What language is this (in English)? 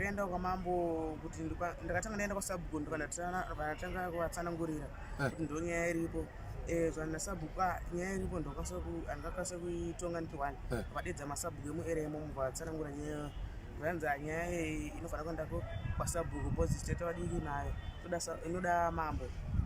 Shona